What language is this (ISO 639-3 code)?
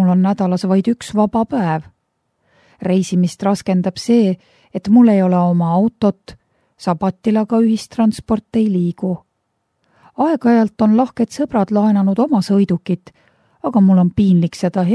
est